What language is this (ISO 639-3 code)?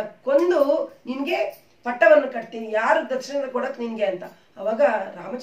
kan